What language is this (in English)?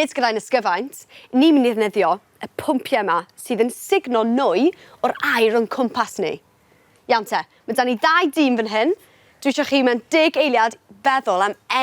Welsh